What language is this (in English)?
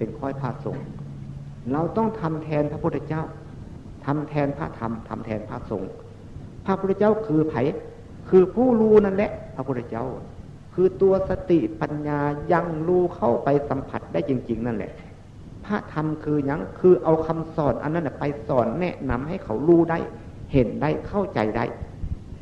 Northeastern Thai